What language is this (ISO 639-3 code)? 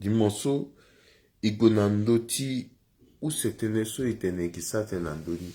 sag